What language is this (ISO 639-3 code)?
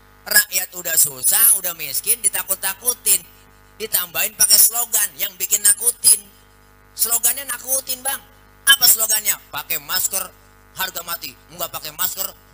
bew